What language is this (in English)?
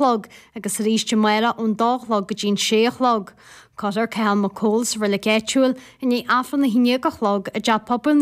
Irish